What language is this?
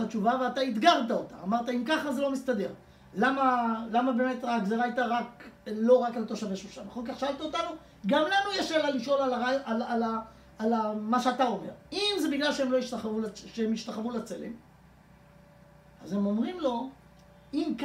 Hebrew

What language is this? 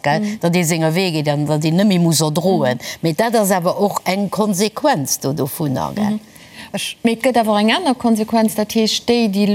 Luxembourgish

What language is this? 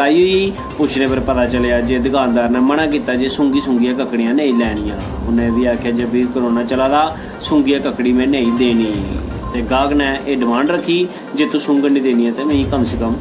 Dogri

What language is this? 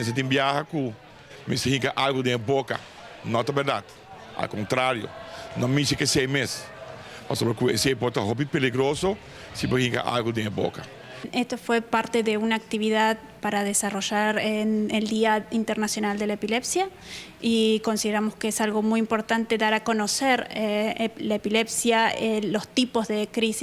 Papiamento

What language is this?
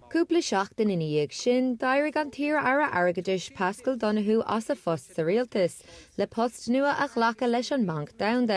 Irish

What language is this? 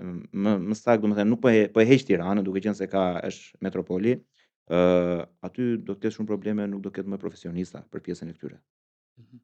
Albanian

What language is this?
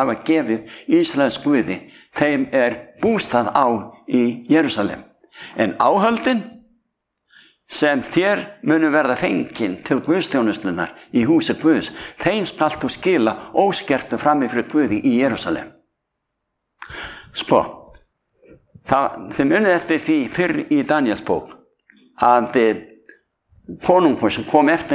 Icelandic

